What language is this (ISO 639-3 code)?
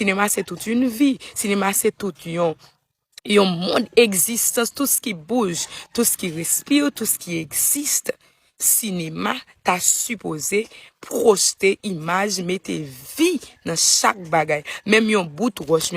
hat